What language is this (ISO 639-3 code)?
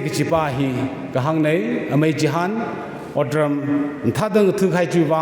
nmf